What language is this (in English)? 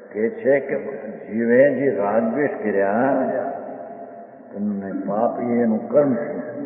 Gujarati